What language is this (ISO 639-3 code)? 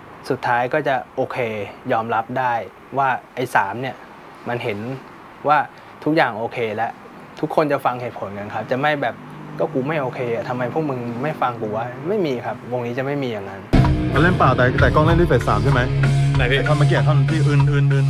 tha